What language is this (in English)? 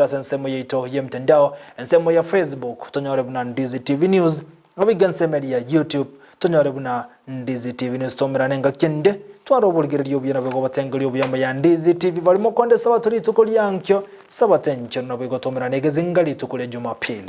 Gusii